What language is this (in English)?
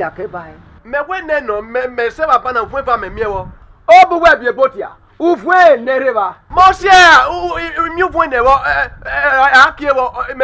Bini